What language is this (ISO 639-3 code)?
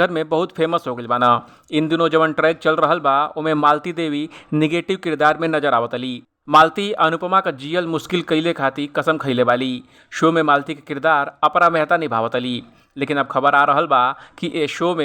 bho